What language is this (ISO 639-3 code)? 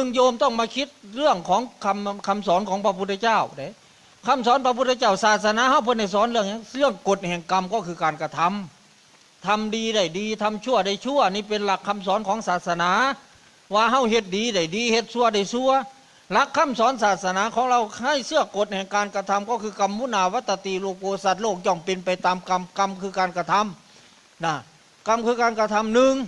tts